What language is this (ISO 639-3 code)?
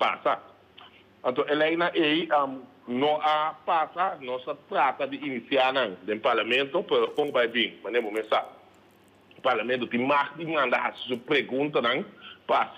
pap